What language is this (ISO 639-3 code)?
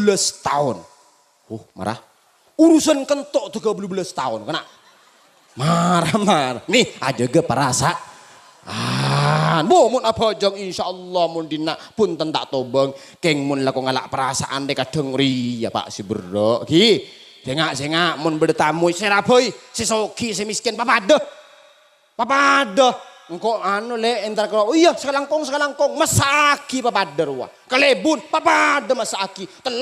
mad